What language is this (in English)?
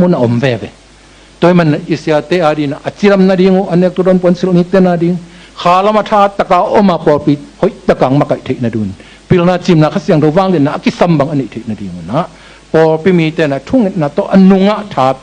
Tedim Chin